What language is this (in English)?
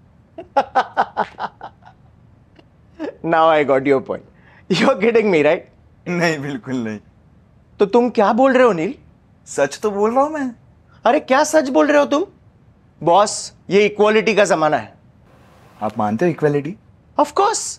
Hindi